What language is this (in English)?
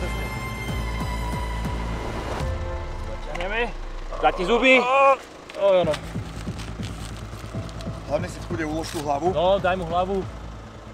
Slovak